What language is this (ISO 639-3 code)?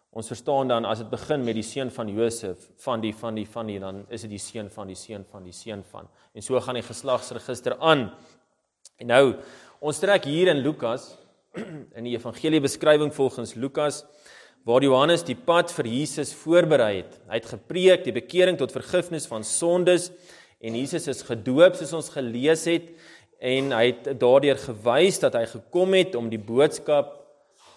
afr